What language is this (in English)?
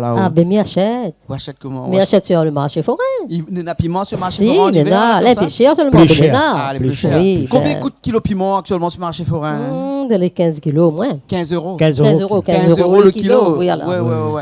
Réunion Creole French